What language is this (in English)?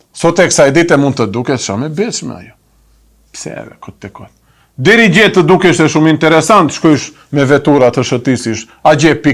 Albanian